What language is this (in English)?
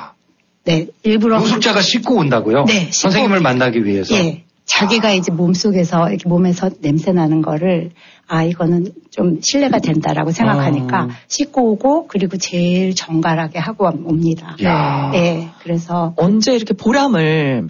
Korean